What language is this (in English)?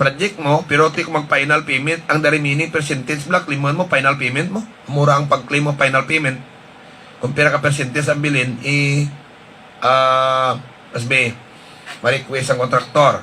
Hiligaynon